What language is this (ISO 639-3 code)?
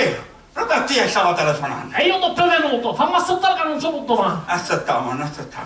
scn